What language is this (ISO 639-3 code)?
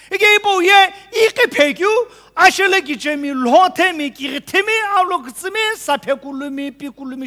nsm